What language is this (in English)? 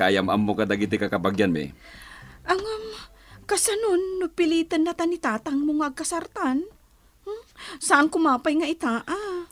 Iloko